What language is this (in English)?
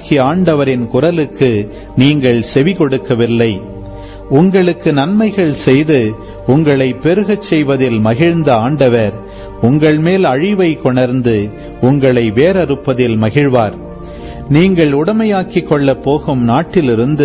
Tamil